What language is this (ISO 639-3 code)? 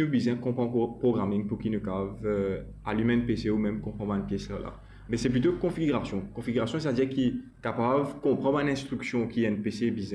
mfe